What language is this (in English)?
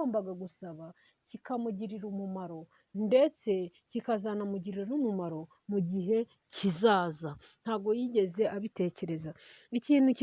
Kinyarwanda